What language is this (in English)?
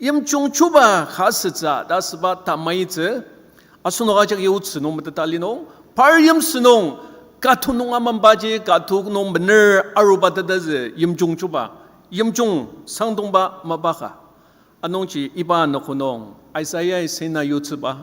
Ao Naga